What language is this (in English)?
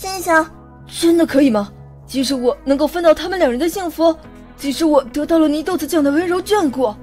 Chinese